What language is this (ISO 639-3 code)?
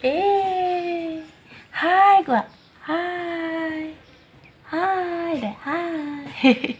brx